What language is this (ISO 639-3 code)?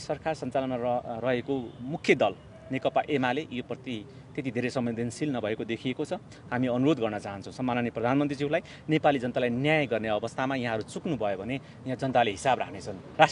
nep